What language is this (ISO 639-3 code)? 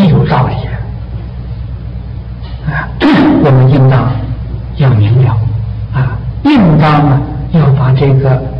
zho